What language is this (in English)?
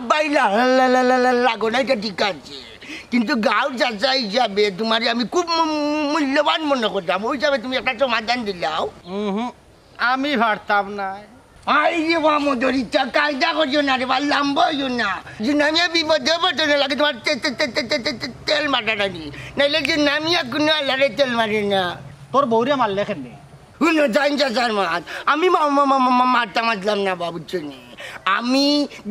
Sylheti